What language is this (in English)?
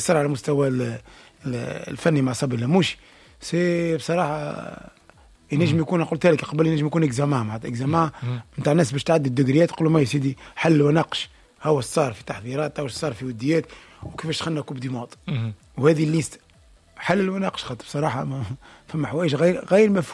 Tunisian Arabic